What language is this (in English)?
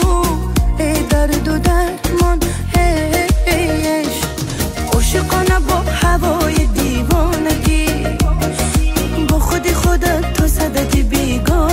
Persian